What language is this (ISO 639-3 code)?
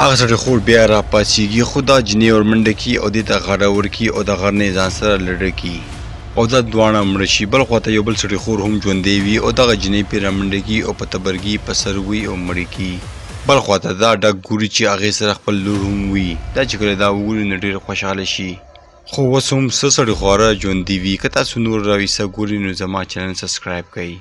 pus